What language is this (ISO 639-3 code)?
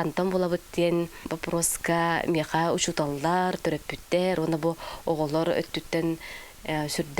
sah